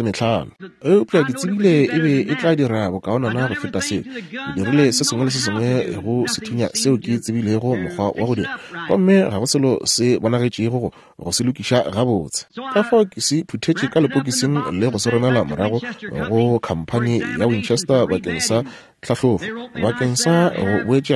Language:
Northern Sotho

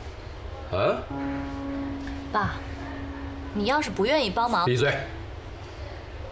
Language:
Chinese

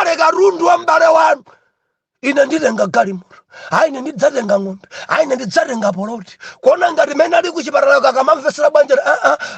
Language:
Nyanja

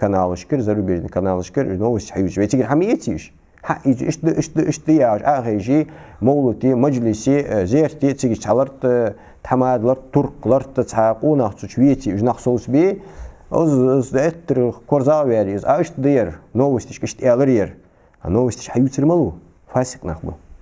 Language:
Ingush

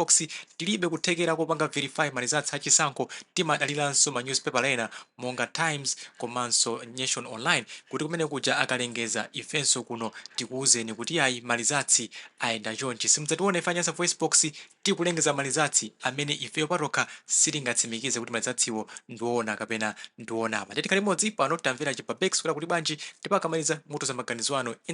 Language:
Nyanja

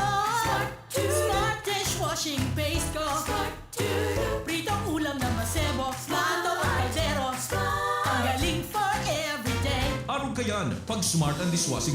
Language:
Bikol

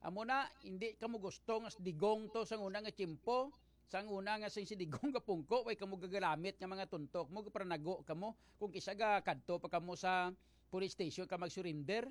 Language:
Hiligaynon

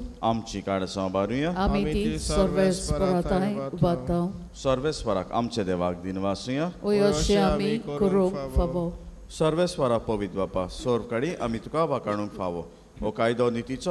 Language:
Konkani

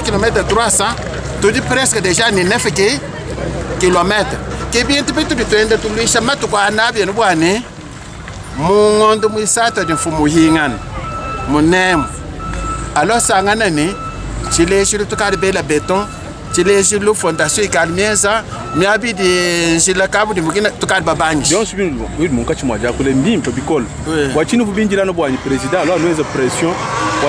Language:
Luba-Lulua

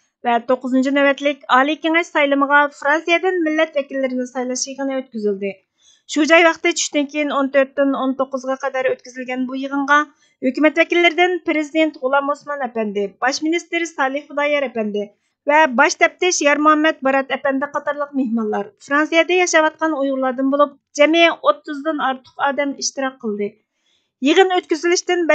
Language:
Uyghur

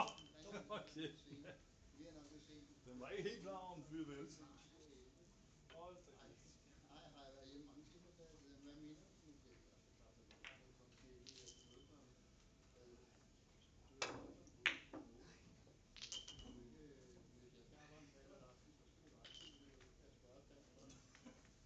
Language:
Danish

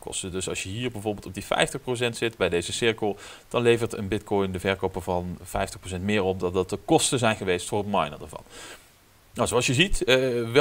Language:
Dutch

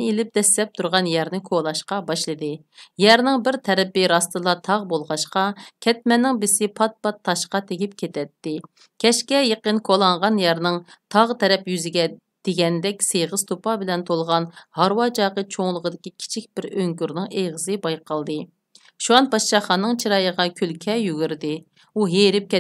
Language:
Uyghur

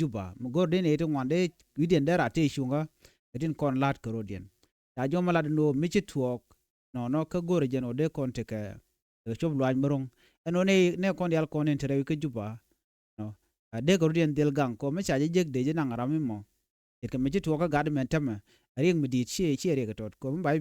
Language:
Nuer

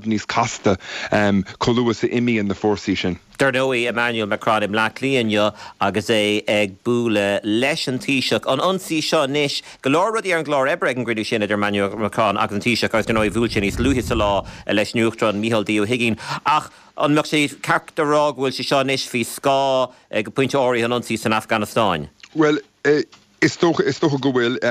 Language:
Irish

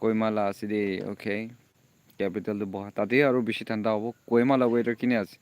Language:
Naga Pidgin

